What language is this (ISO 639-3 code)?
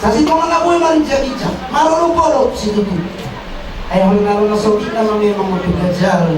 bbc